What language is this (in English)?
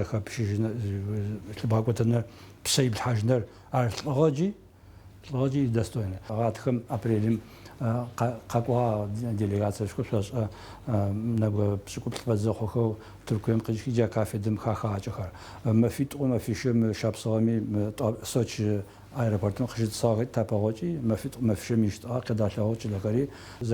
Adyghe